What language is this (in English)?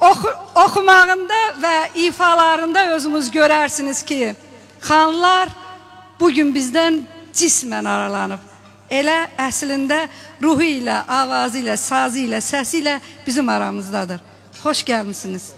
South Azerbaijani